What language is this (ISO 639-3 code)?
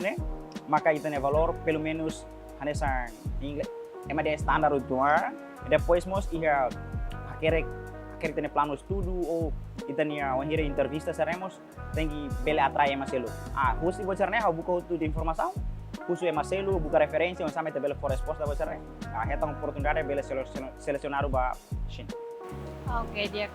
tet